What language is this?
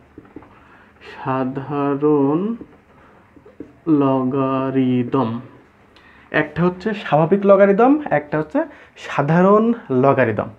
Bangla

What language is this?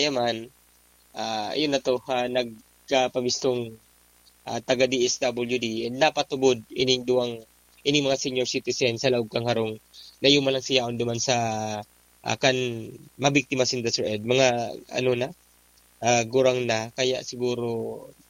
Bikol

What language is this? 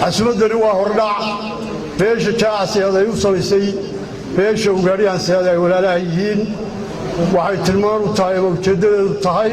Somali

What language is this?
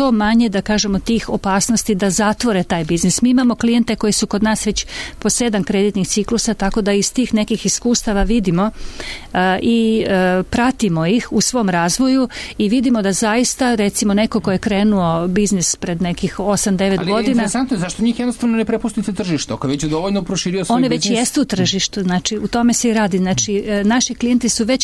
Serbian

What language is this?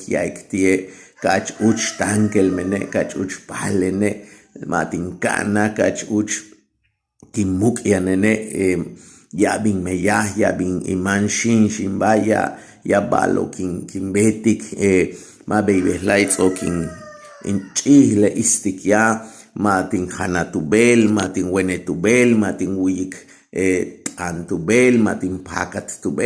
Yucateco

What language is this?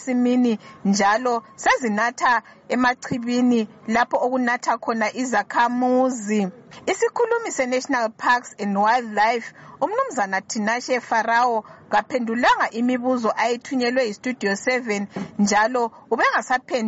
North Ndebele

